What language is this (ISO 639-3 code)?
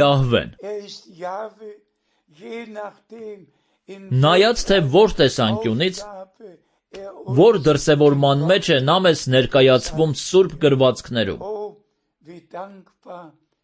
hye